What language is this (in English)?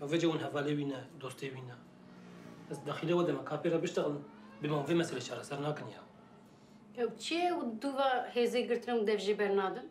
Kurdish